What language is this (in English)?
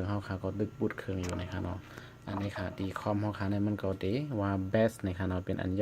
Shan